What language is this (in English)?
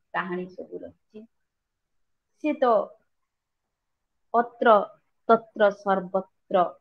Odia